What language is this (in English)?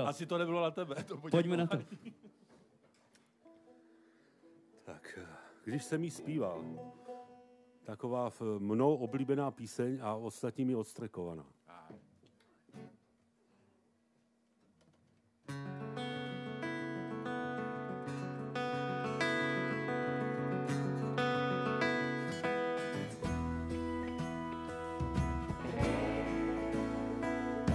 Czech